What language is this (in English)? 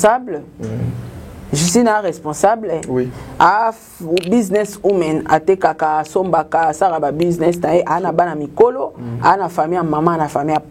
Lingala